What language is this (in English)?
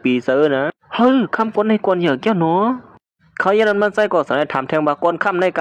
Shan